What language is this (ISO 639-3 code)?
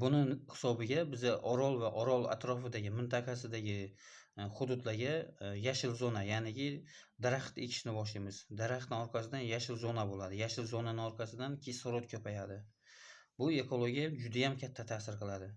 uzb